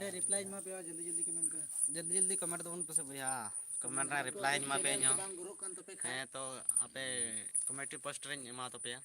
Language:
Santali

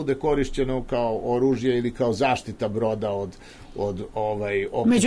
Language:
Serbian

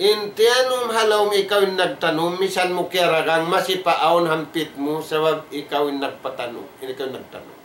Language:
Tausug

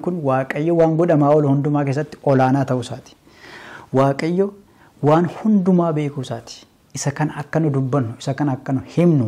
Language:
Oromo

